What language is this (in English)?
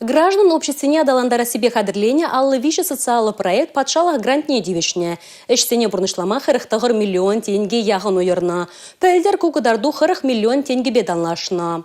Chuvash